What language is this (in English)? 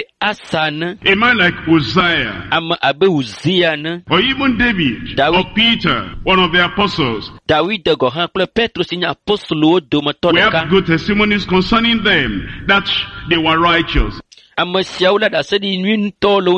Ewe